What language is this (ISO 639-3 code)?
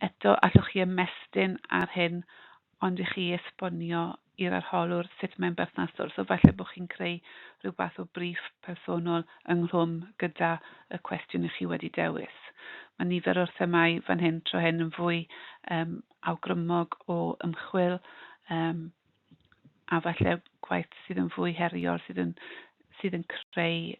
cym